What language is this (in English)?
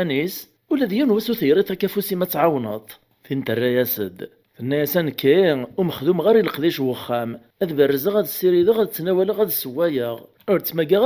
Kabyle